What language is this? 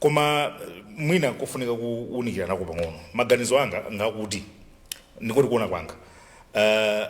Nyanja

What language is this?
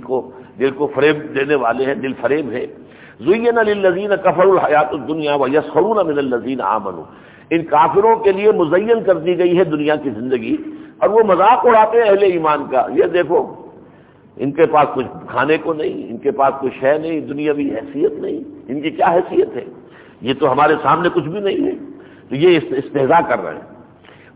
Urdu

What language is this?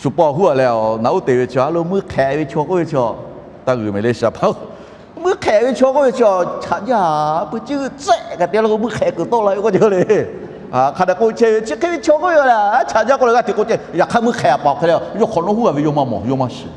Lahu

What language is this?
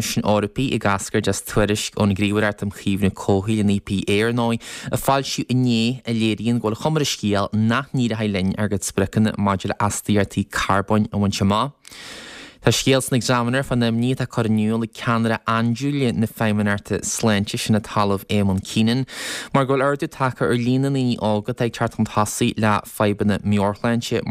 Irish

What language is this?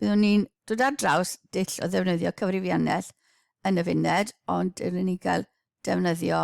Welsh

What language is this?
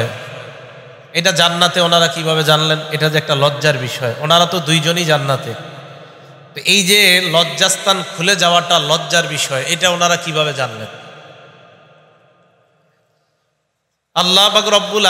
Bangla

